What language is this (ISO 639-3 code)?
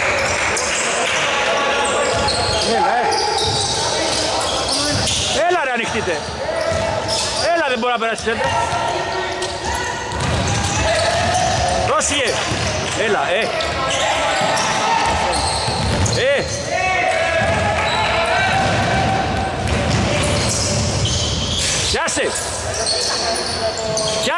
ell